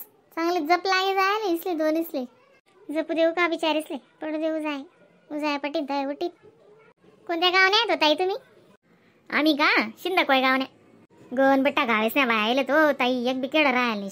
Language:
Khandesi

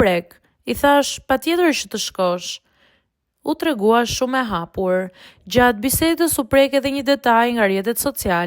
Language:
Albanian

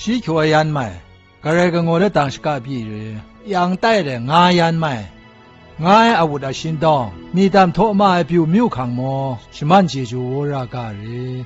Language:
Zaiwa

